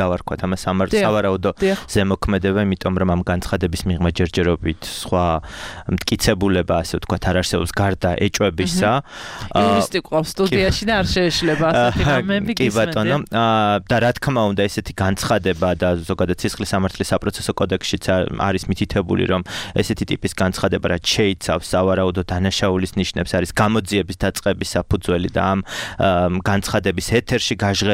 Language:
Georgian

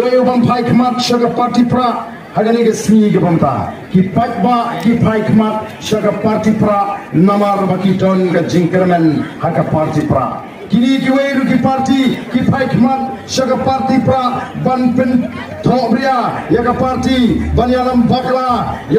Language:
Khasi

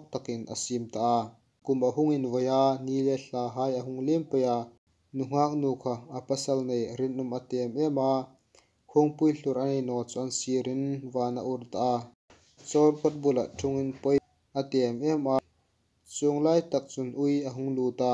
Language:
Hmar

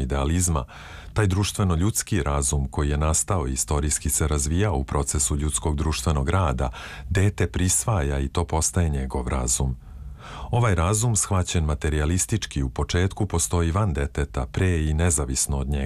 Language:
Serbian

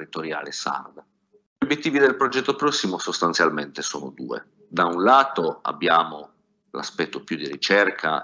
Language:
Italian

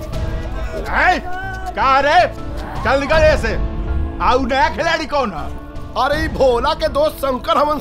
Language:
Bhojpuri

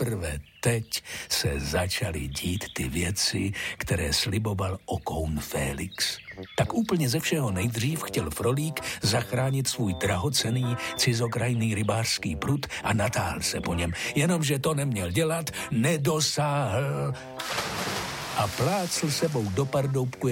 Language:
Czech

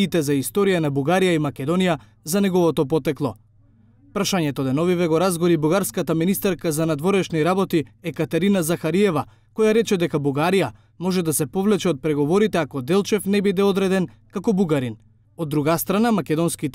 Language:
Macedonian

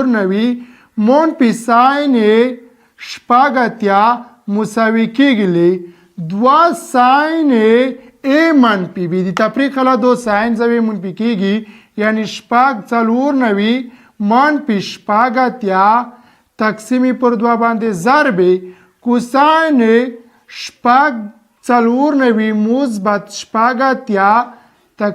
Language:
Pashto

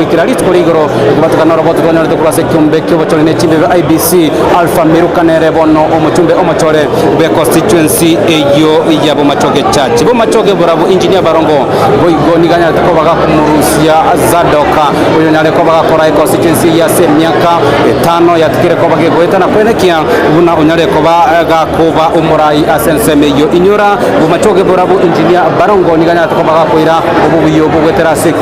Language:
Gusii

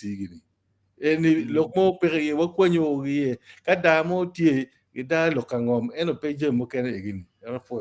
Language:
Acoli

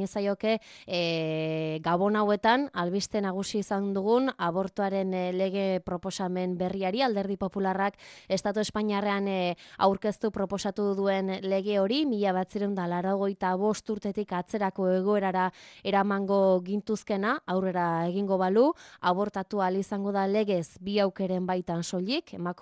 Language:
Basque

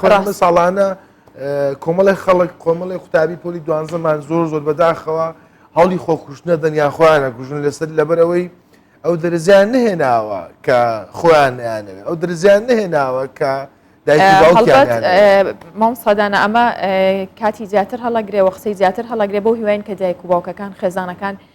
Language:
Central Kurdish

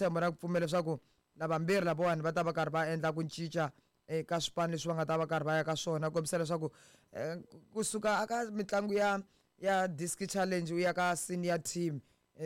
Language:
Tsonga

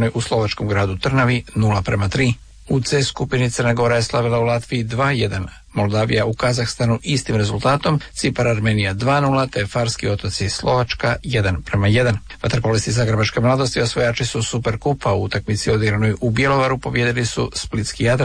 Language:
Croatian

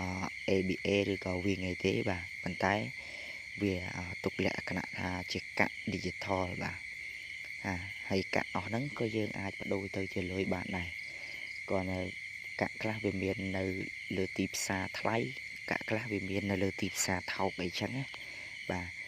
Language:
Khmer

